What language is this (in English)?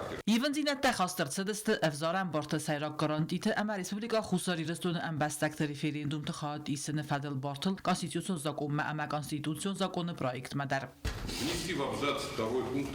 Ossetic